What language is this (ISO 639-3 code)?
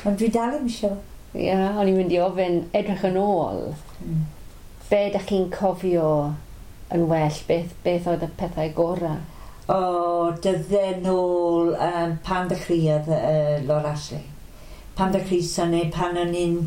cym